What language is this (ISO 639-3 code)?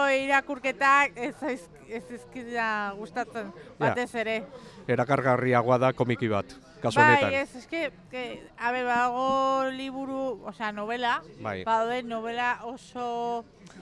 eus